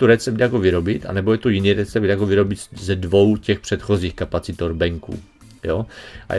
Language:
Czech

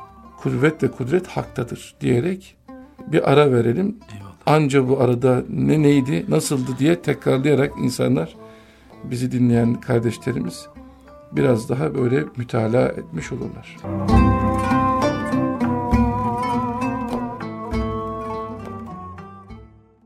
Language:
Turkish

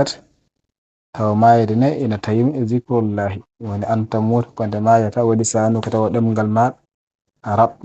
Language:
Fula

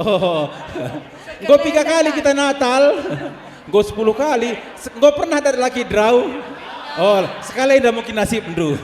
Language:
Batak Karo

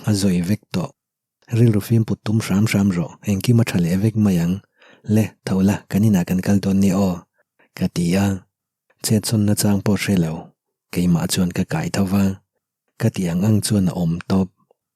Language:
Mizo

